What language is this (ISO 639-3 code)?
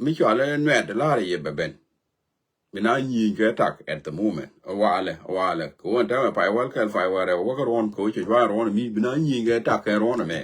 nus